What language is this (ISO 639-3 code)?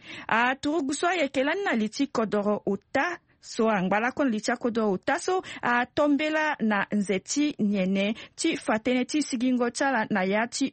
sag